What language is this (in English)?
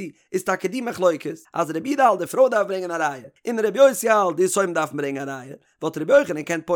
Yiddish